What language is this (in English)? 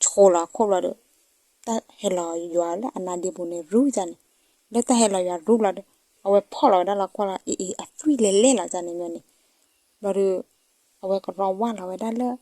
S'gaw Karen